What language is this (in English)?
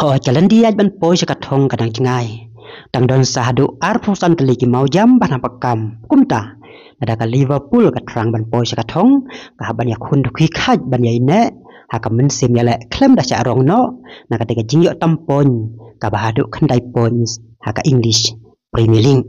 Khasi